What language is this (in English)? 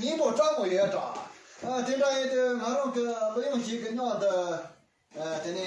Tibetan